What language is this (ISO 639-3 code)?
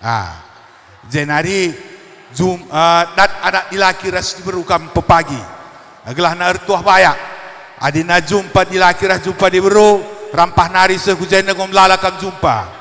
btx